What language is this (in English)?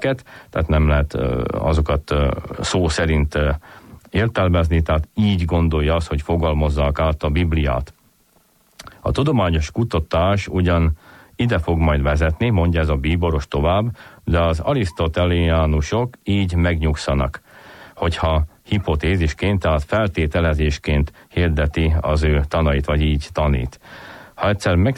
Hungarian